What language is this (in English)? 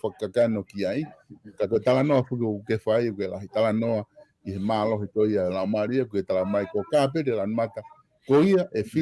Tongan